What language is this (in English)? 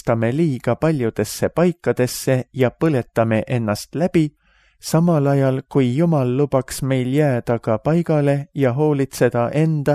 Estonian